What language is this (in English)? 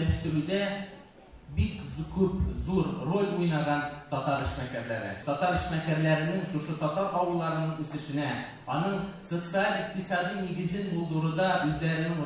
Tatar